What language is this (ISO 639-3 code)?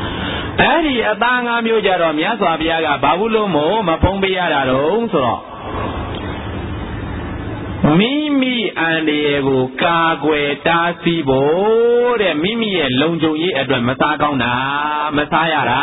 mya